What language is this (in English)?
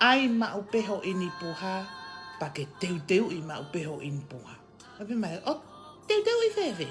Tongan